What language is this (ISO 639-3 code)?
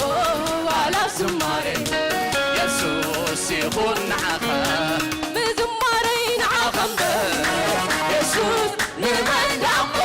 tir